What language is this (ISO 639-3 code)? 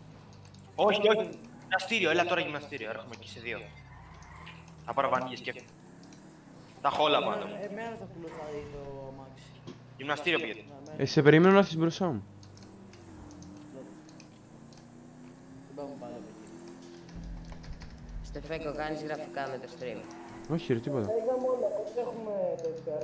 ell